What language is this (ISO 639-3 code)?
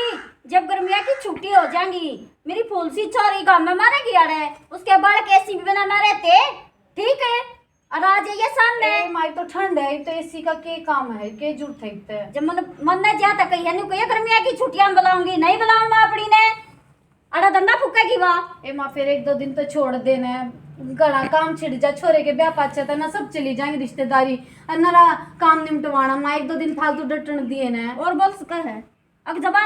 bgc